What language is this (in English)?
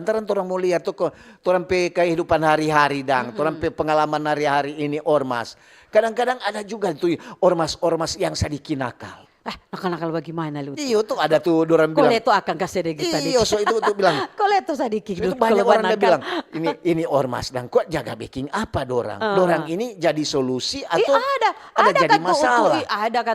Manado Malay